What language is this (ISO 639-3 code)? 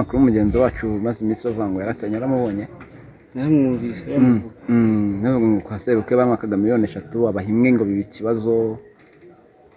kin